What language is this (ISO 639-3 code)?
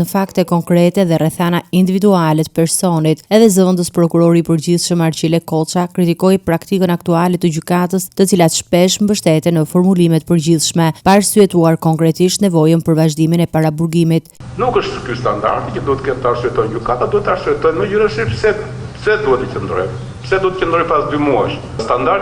sqi